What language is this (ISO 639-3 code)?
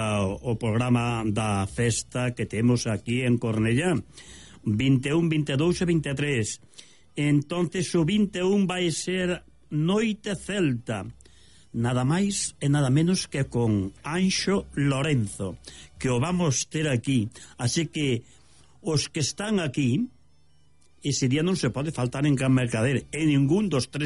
glg